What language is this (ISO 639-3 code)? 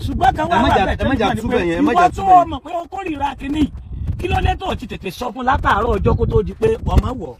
yor